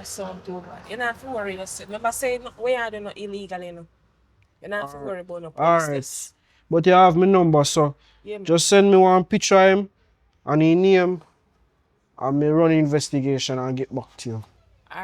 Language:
Jamaican Creole English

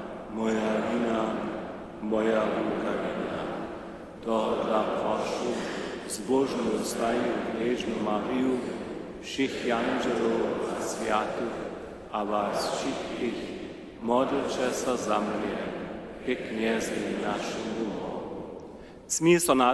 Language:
Upper Sorbian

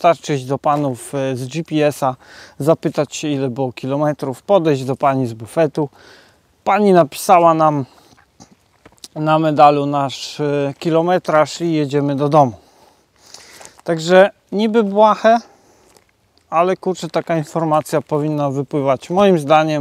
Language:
Polish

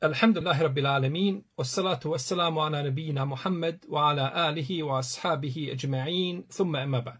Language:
Bosnian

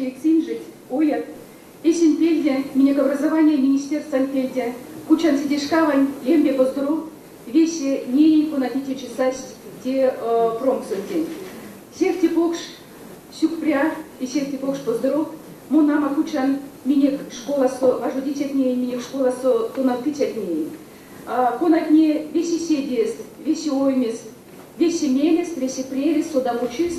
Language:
Erzya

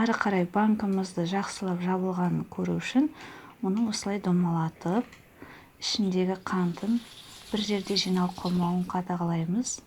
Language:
Kazakh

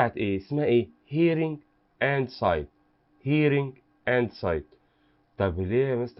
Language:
Egyptian Arabic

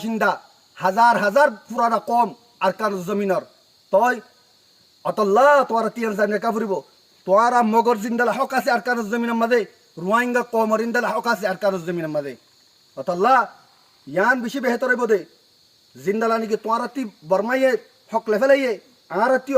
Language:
Rohingya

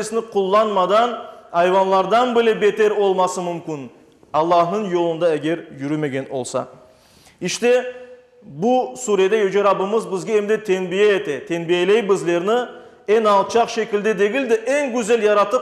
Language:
Crimean Tatar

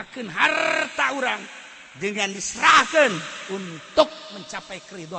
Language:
Sundanese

